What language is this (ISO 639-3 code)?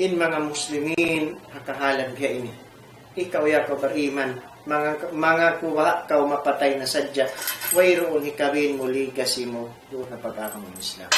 tsg